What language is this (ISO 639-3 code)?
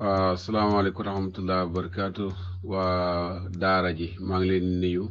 wol